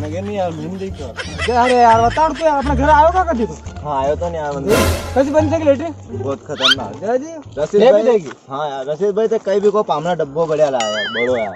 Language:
Rajasthani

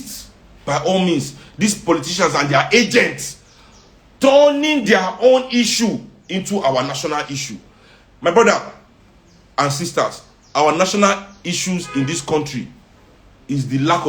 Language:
Nigerian Pidgin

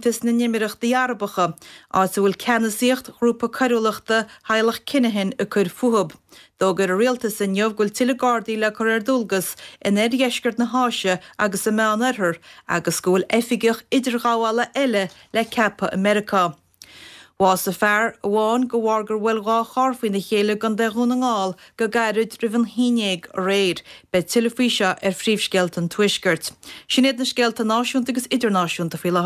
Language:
Irish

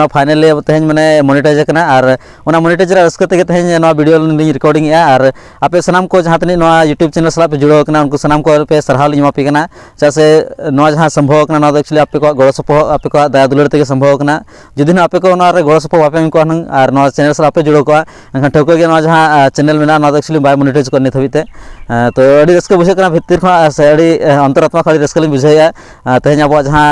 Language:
Santali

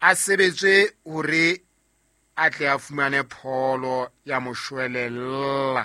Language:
Southern Sotho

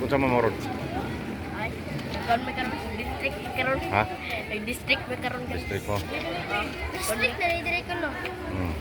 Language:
Cebuano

